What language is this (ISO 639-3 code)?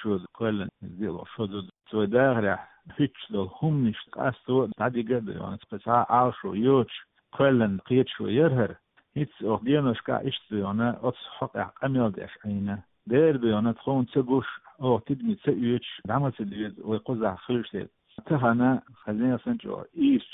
che